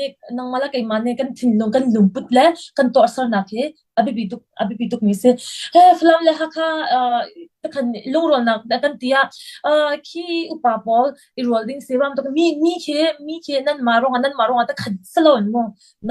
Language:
Hakha Chin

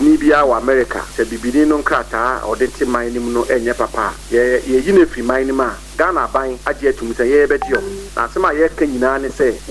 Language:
Akan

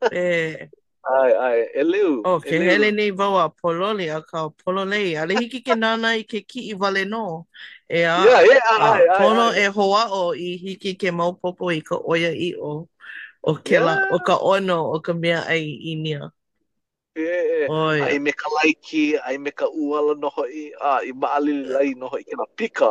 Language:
Hawaiian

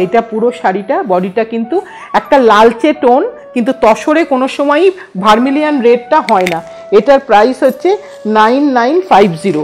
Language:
Bangla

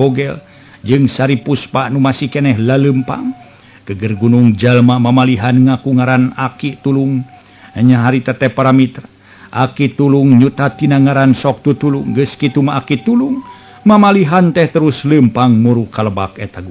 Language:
Sundanese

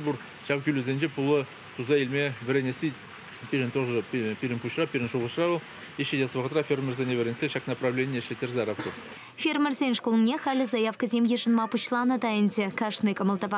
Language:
Chuvash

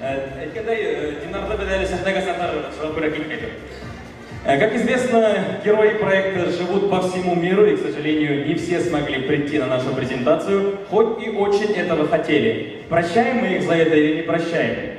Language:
Bashkir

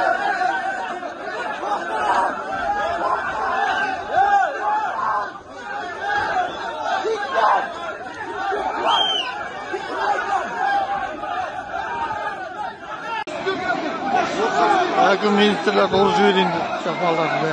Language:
Kazakh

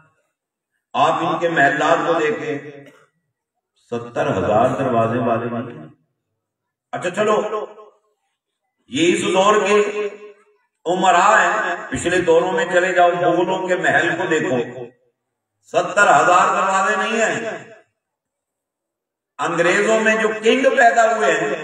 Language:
Urdu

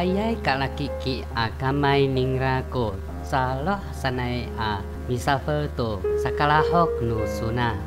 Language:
Amis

